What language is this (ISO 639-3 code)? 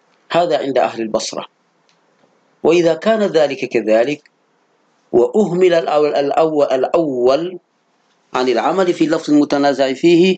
ara